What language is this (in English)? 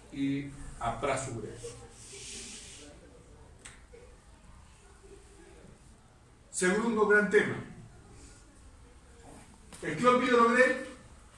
Spanish